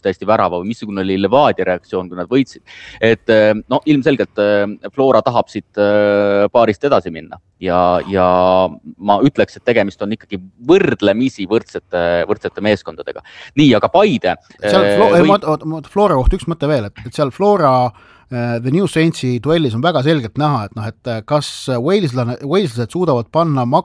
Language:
Estonian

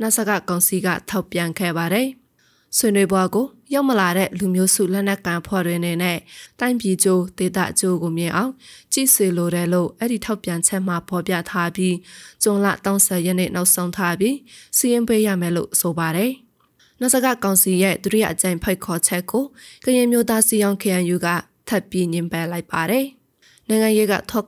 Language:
Burmese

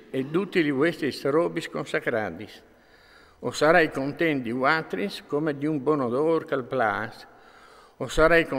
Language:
Friulian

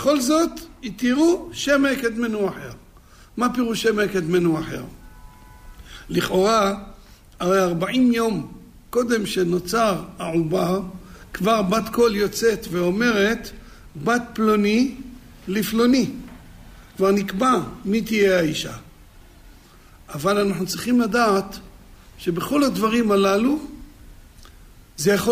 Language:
Hebrew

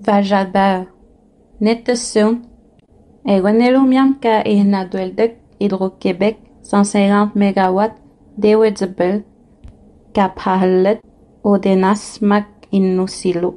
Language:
Innu-aimun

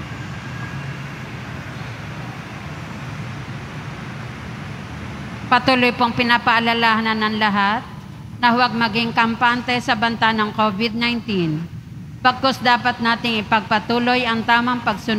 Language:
Filipino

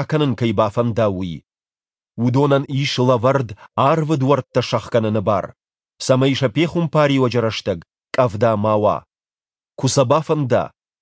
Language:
Ossetic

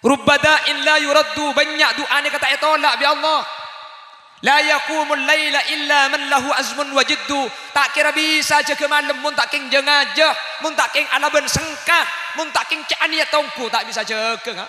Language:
Madurese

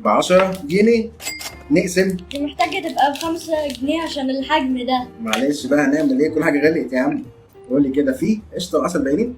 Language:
Egyptian Arabic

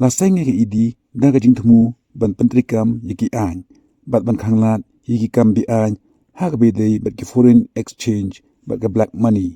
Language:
Khasi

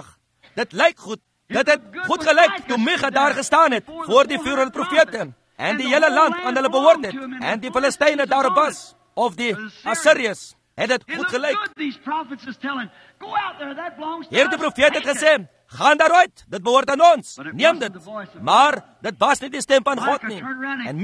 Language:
Afrikaans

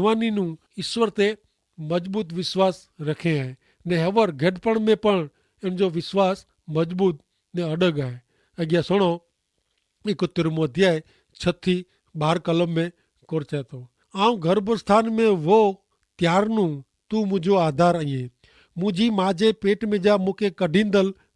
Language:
Kachhi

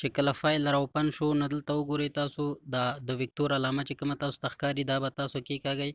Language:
Pashto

